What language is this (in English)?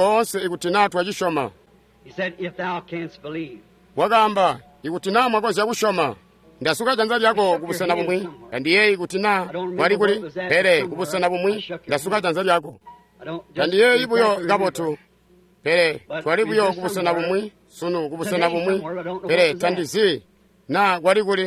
Tonga (Zambia)